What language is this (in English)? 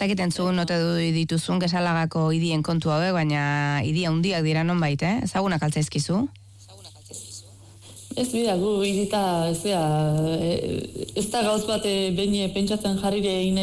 Basque